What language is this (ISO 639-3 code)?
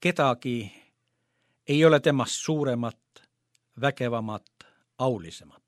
est